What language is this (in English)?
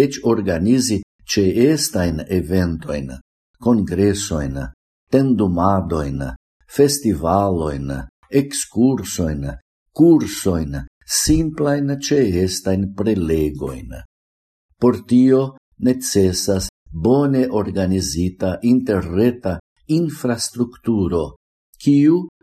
Esperanto